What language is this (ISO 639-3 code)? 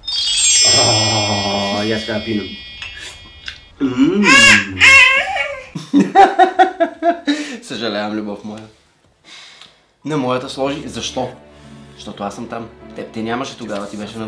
bul